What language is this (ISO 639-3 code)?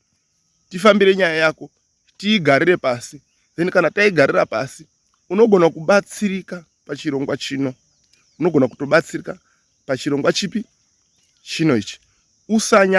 sna